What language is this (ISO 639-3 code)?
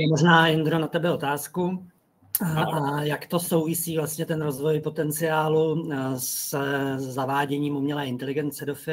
ces